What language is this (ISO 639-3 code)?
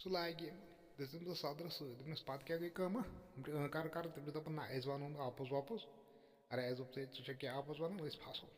kas